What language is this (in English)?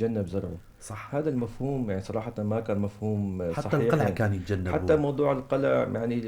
North Levantine Arabic